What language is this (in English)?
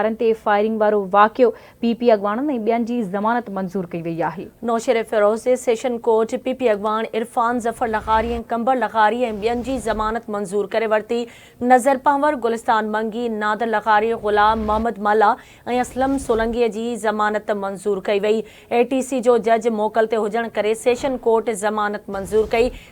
Sindhi